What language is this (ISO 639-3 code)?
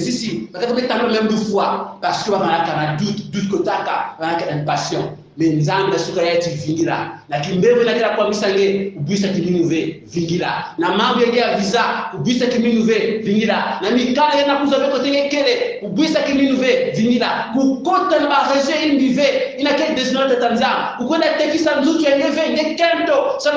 kon